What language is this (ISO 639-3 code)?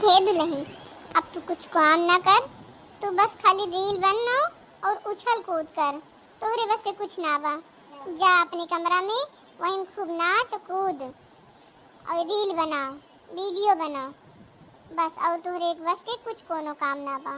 awa